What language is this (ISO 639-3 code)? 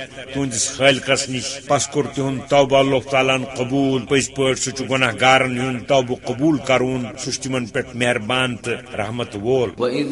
kas